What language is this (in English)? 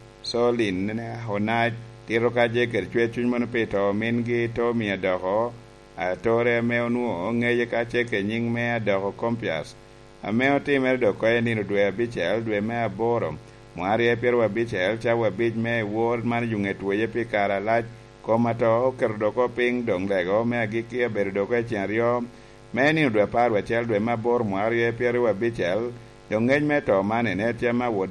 Lango (Uganda)